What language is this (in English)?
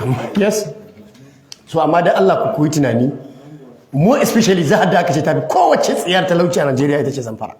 Hausa